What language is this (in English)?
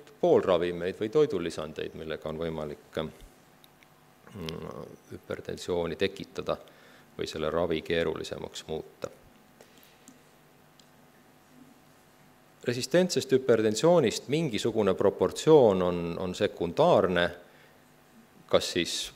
Estonian